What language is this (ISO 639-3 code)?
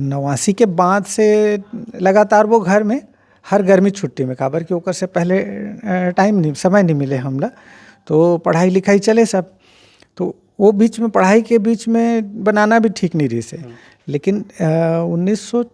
hne